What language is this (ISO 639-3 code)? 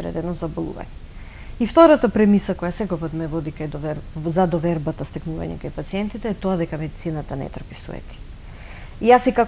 mkd